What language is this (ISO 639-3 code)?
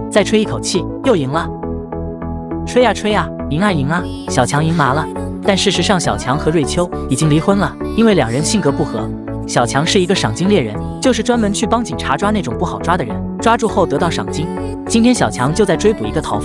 zho